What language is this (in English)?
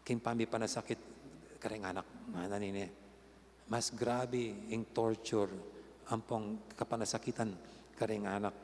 Pampanga